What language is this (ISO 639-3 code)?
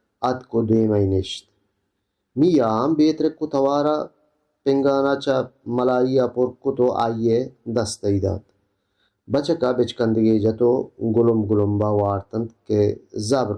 bal